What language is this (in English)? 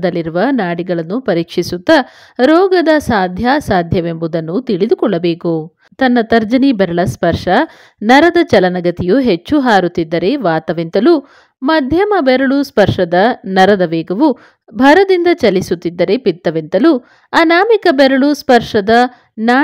Kannada